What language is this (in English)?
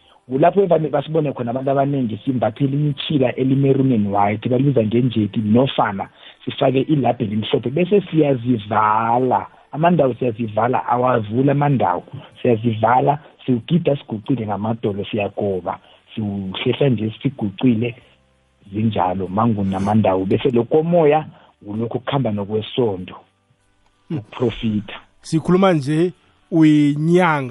South Ndebele